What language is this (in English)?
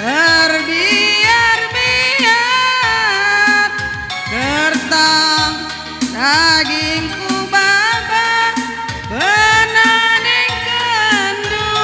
Batak Karo